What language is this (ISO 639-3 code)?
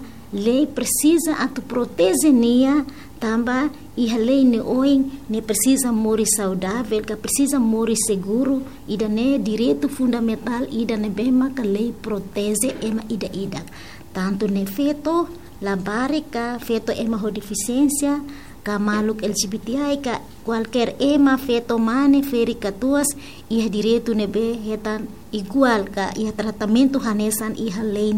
tet